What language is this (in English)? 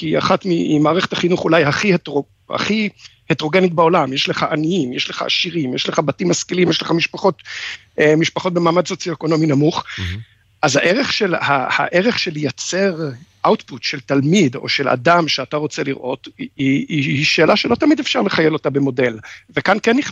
Hebrew